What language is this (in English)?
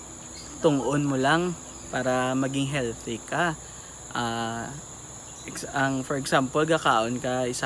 Hiligaynon